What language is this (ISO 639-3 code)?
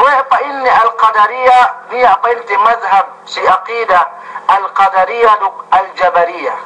yka